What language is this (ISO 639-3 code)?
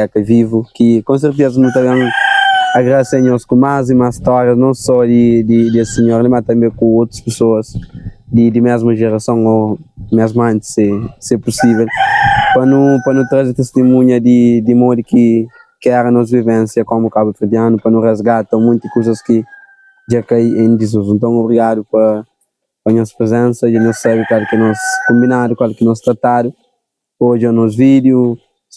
kea